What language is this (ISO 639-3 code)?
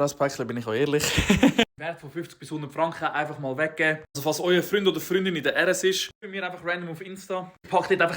gsw